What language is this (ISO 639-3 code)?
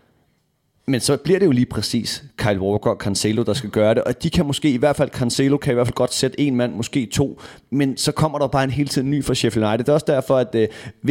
dan